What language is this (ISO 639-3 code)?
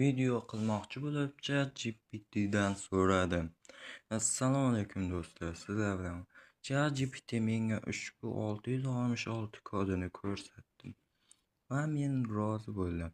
uzb